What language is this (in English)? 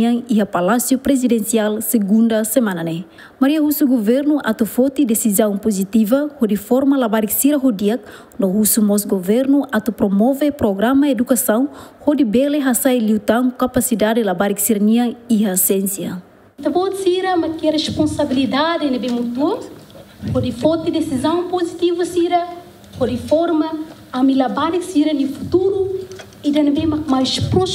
Tetum